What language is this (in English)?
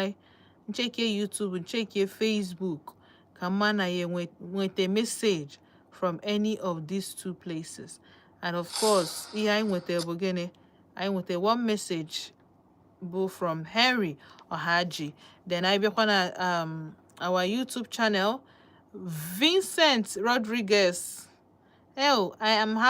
Igbo